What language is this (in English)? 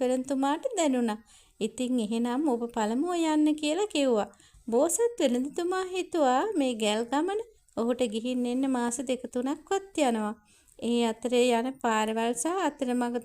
Sinhala